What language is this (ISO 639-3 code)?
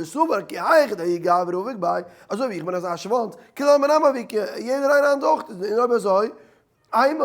yid